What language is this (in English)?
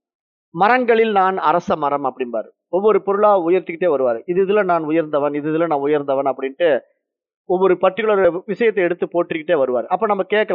Tamil